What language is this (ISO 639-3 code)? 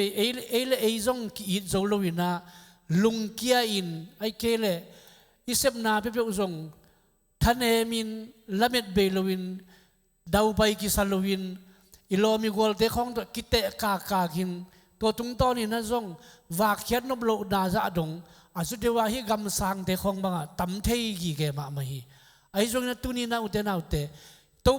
ctd